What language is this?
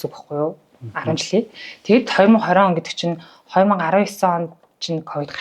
Mongolian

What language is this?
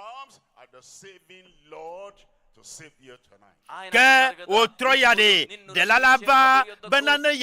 Ewe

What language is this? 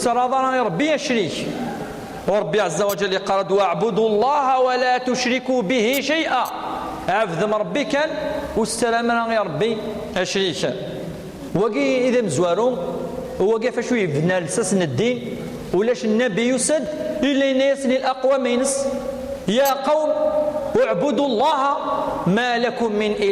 Kabyle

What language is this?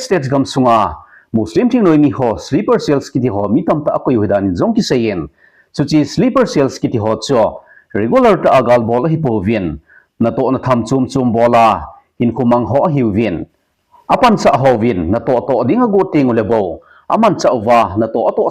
Thado Chin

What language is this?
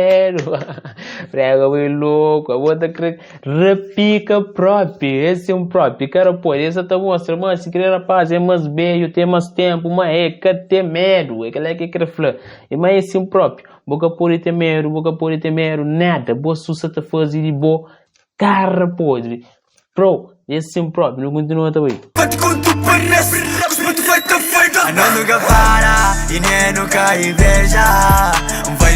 Kabuverdianu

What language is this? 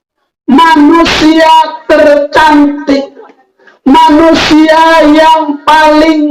Betawi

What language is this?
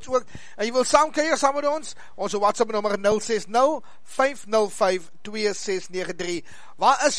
Afrikaans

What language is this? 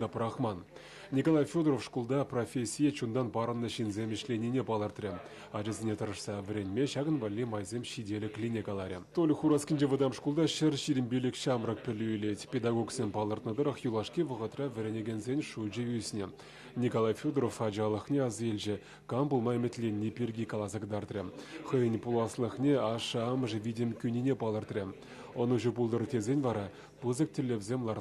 Chuvash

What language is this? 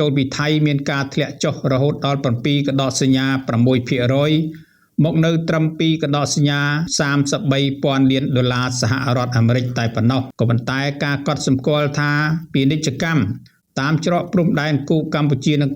Khmer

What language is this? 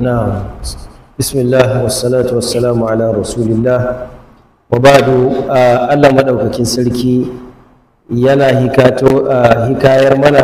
Hausa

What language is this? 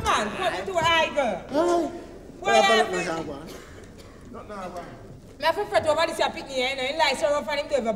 Jamaican Creole English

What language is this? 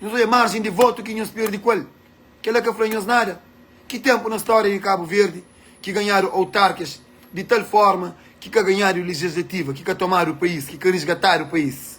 Kabuverdianu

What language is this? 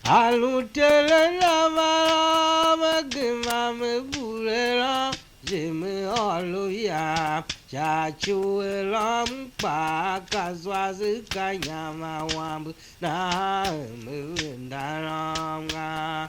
Tiv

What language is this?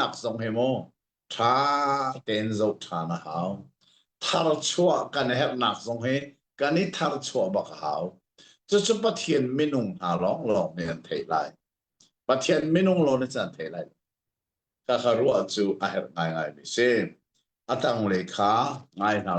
Hakha Chin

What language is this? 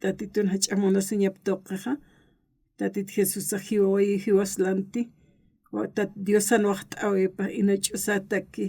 Aymara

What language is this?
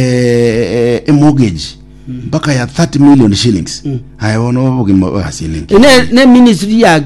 Gusii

